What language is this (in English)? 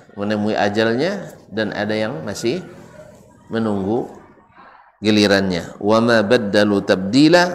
Malay